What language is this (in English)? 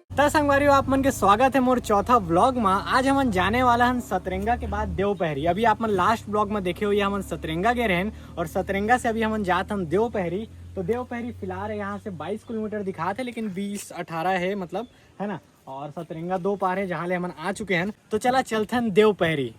Chhattisgarhi